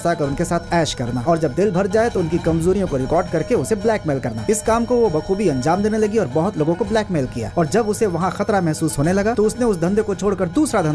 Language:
Hindi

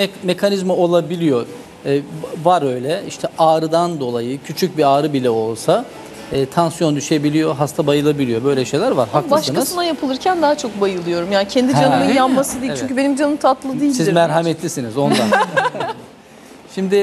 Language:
Turkish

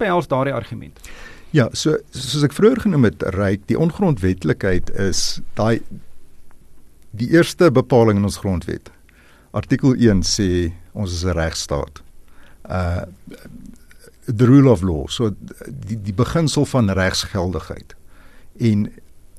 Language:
Afrikaans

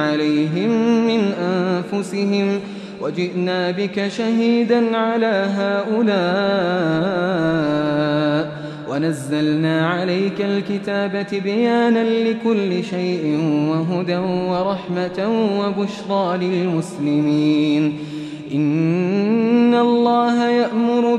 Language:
Arabic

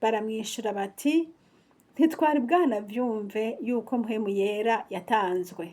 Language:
Rundi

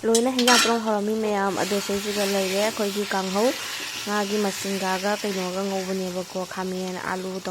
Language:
Manipuri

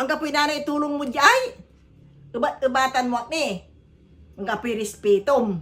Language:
Pangasinan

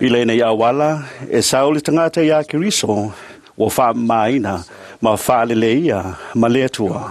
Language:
Samoan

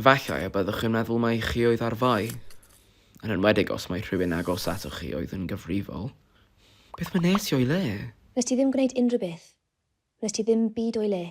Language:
Welsh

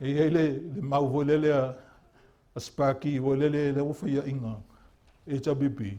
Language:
Samoan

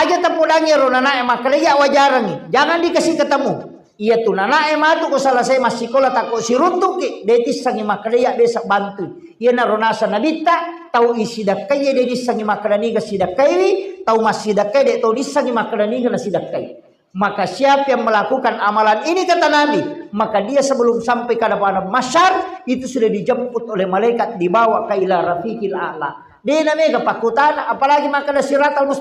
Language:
Buginese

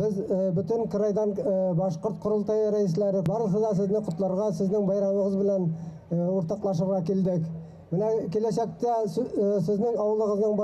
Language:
Bashkir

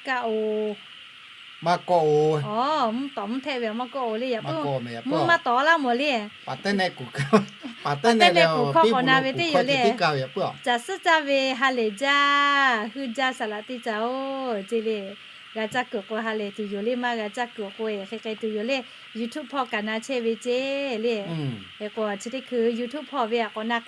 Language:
Lahu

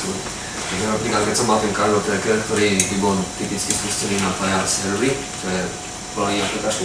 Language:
Slovak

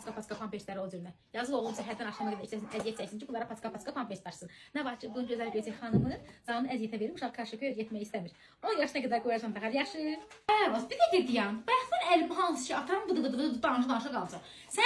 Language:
Azerbaijani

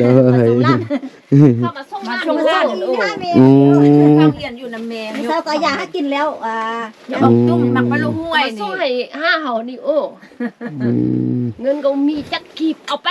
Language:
Lao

